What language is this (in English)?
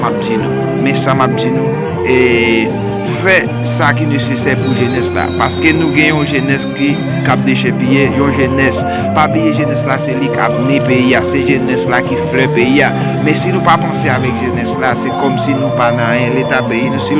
Haitian Creole